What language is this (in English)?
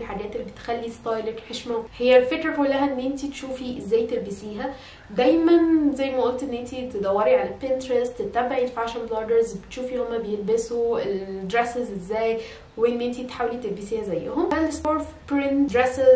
Egyptian Arabic